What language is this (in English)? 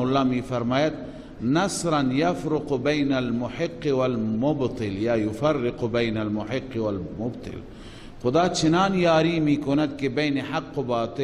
Persian